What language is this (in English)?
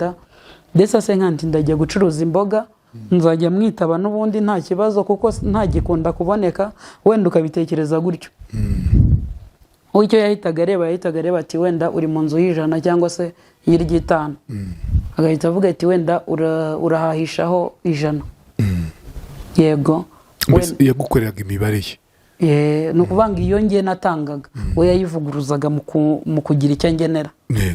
Kinyarwanda